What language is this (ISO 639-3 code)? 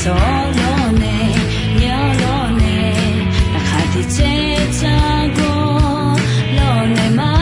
ahk